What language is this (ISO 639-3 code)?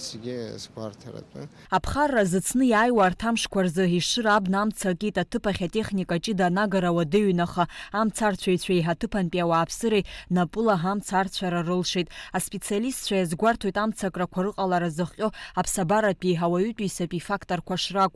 abk